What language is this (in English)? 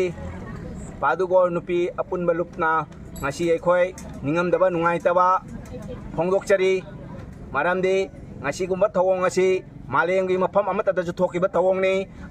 Manipuri